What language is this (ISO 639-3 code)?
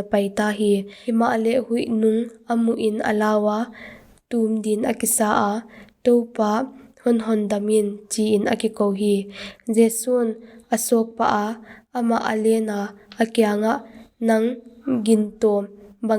pck